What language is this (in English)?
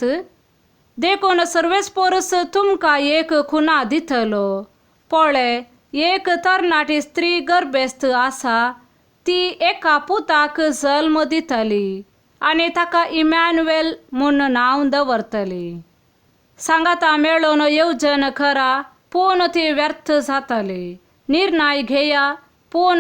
Konkani